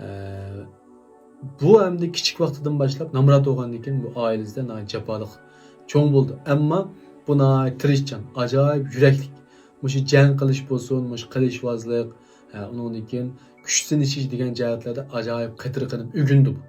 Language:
Uyghur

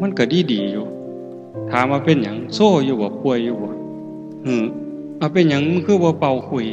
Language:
Northeastern Thai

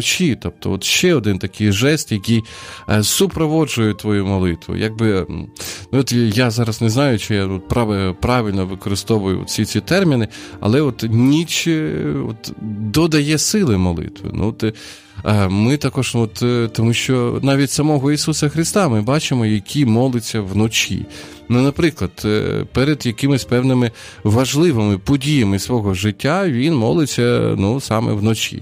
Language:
Ukrainian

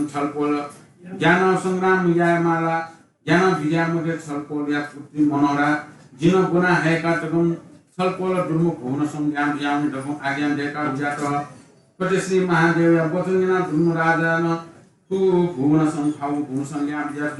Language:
Newari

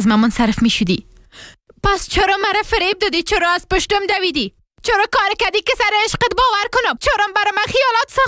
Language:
Persian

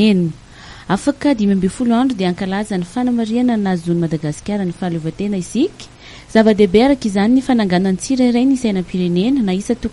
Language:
Malagasy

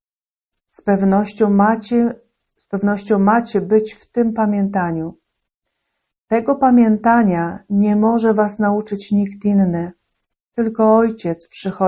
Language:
Polish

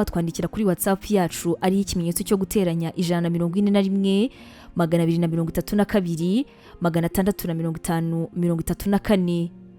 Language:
Kinyarwanda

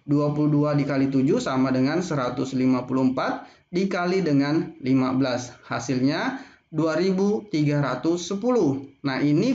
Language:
Indonesian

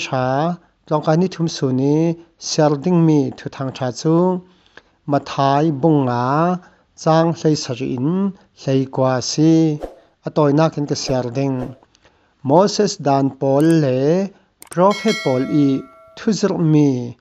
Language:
Falam Chin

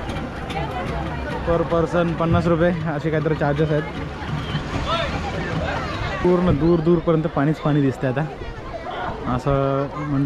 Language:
Marathi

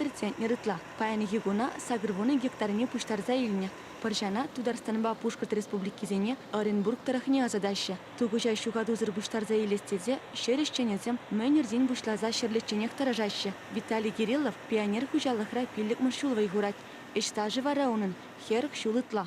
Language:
Chuvash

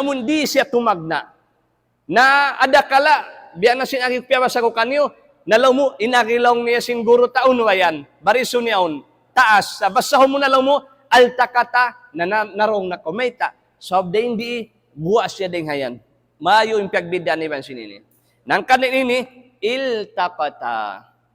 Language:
Tausug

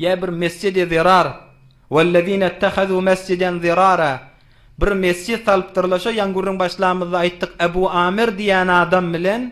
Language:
Turkmen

